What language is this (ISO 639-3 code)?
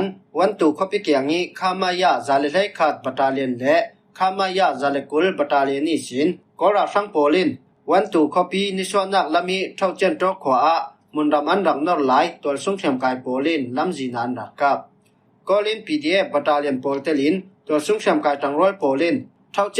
cfm